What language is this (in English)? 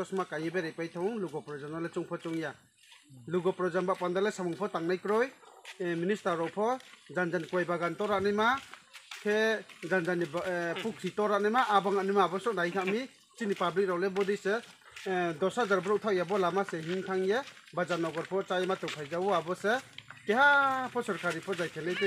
Riang (India)